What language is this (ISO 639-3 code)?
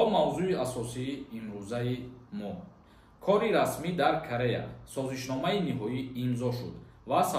tgk